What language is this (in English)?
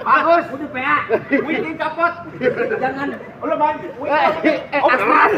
Betawi